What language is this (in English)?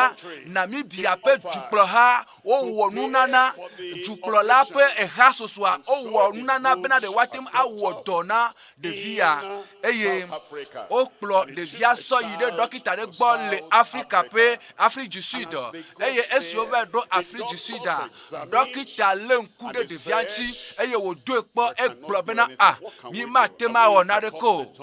Ewe